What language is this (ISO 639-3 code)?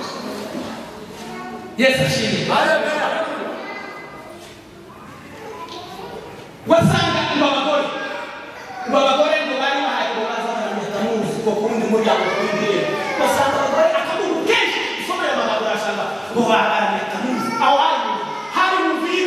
kin